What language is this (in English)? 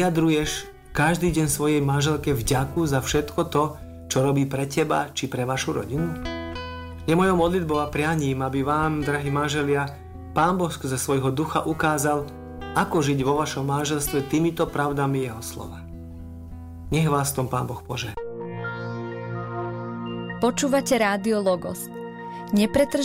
Slovak